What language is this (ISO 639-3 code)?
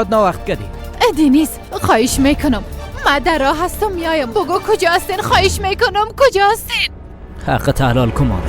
fas